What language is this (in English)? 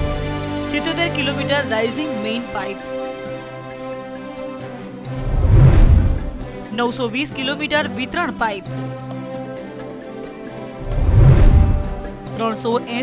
Gujarati